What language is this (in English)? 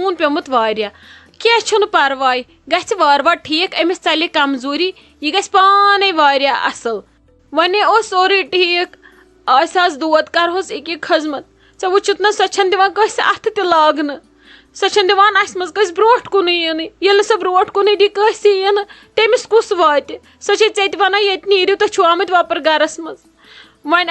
Kashmiri